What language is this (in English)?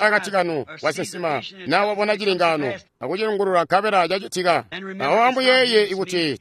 Tonga (Zambia)